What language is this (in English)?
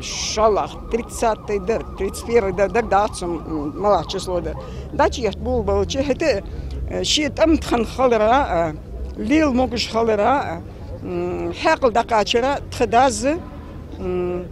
Ingush